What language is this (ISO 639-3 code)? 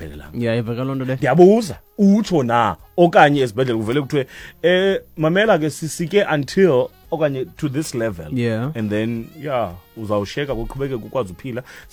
xho